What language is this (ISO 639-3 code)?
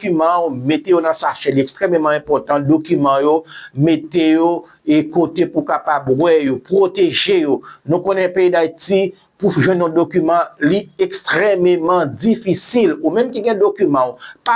hat